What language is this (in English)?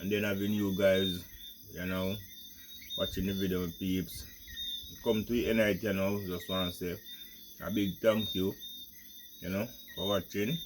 Jamaican Creole English